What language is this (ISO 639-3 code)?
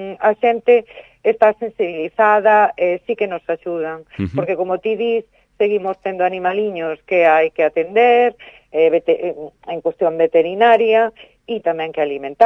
glg